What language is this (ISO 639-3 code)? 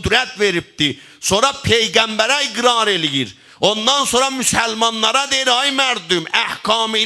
azb